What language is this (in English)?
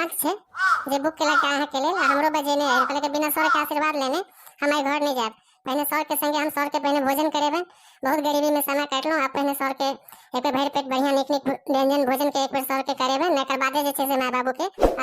Maithili